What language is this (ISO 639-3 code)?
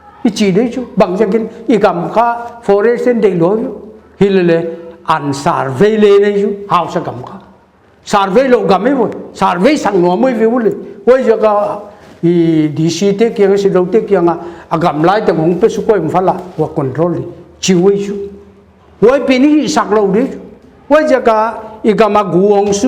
pck